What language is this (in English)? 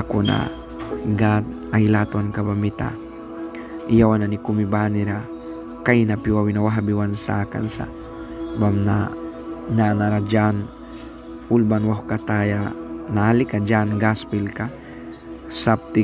Mískito